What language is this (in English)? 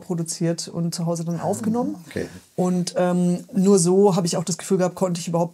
German